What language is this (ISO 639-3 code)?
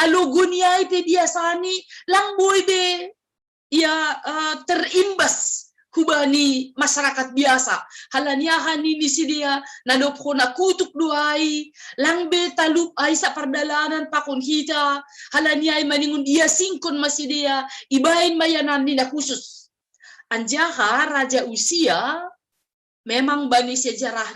bts